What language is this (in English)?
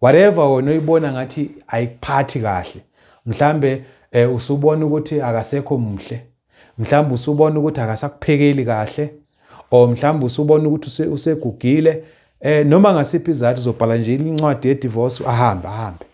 Zulu